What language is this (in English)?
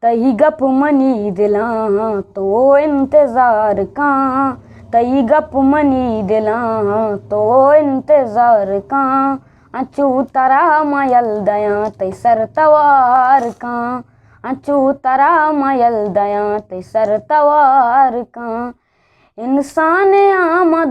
Eastern Balochi